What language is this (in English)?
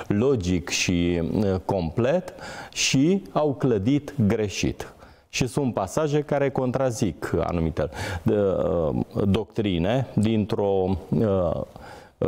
Romanian